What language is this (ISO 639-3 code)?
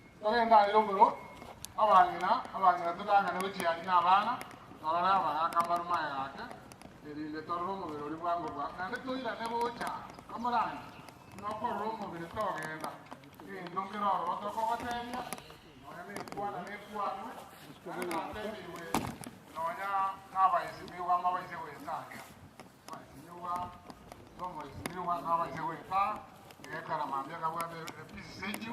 guz